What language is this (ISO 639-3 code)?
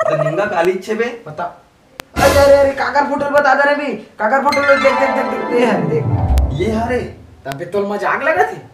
hne